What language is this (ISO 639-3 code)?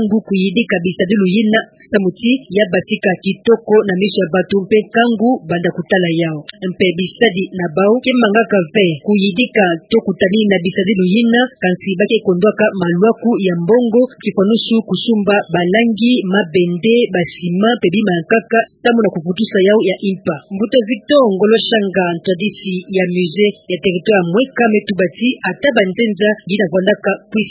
ktu